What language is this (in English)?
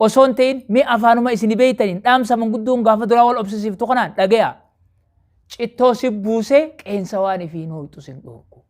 Oromo